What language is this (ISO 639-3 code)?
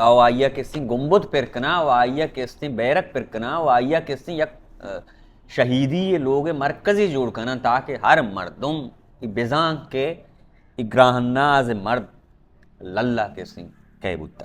bal